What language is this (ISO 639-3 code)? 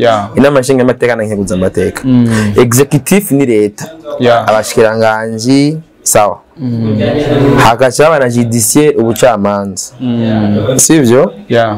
run